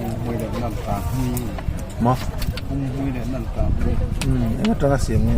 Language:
Mizo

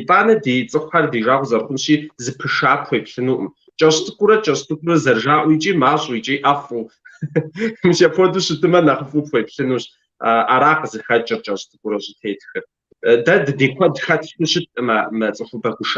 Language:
Kabardian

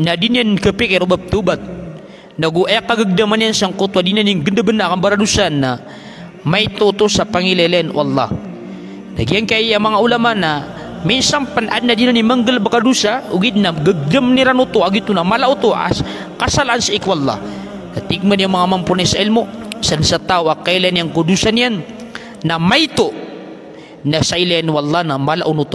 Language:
Maranao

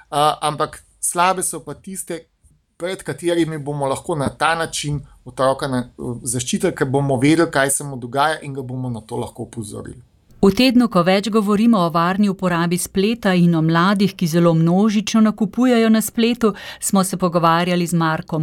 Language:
Slovenian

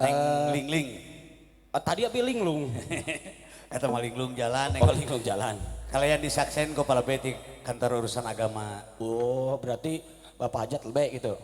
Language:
Sundanese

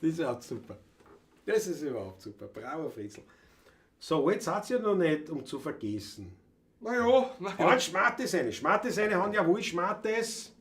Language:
Bavarian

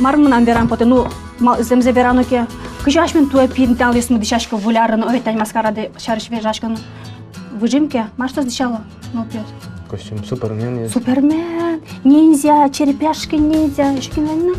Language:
Udmurt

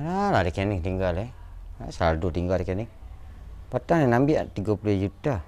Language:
Minangkabau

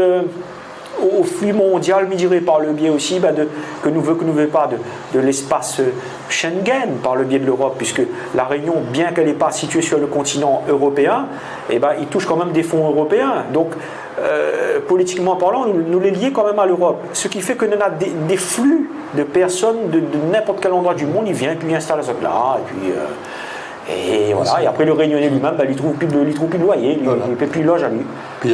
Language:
Réunion Creole French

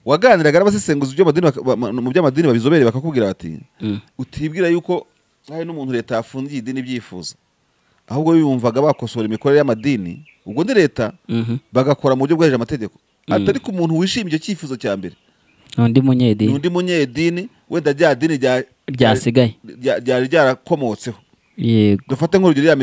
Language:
Kinyarwanda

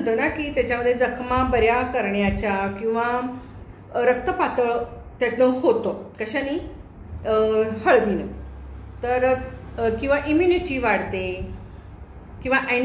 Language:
Marathi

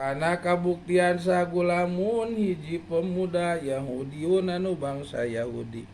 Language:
Sundanese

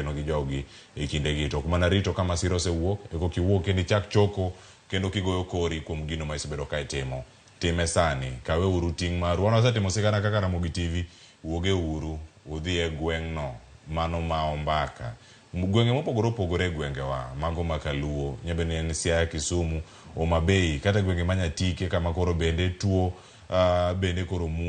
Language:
Luo (Kenya and Tanzania)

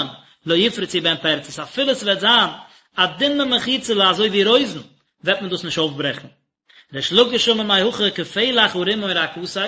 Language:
Yiddish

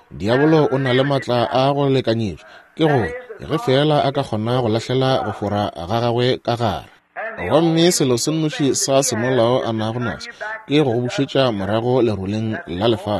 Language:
Northern Sotho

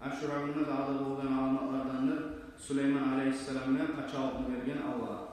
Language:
Kumyk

